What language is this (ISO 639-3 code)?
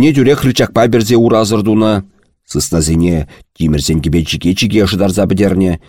chv